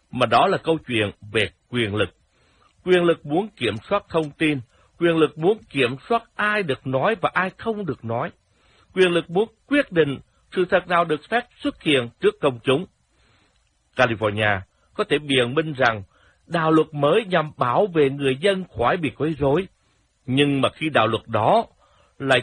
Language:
Vietnamese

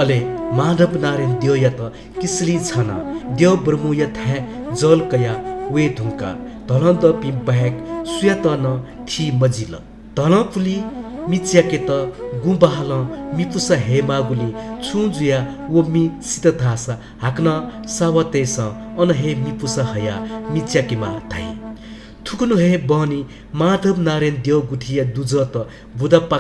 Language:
Newari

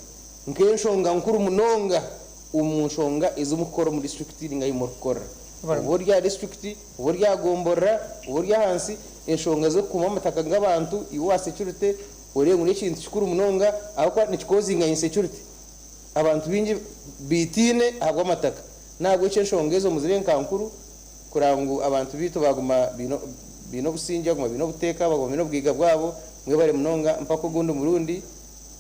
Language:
Nyankole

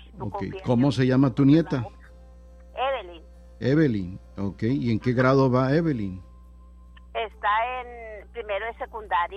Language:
Spanish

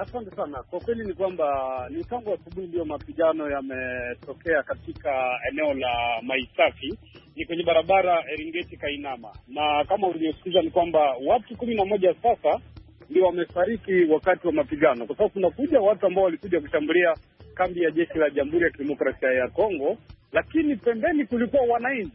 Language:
Swahili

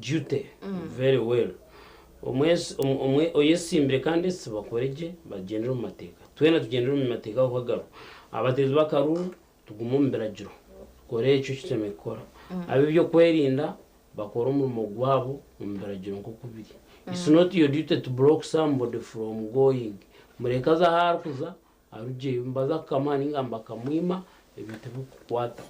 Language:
Nyankole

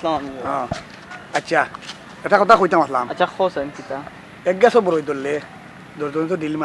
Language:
Sylheti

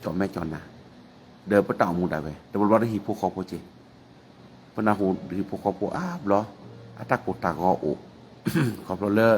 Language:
S'gaw Karen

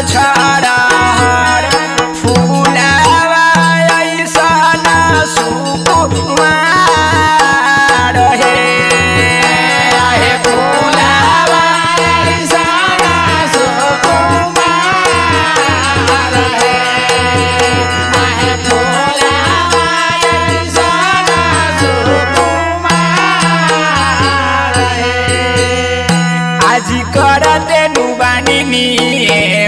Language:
Bhojpuri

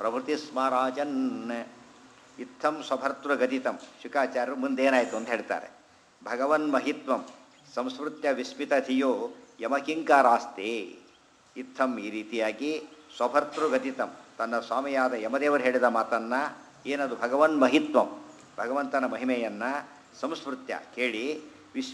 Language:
Kannada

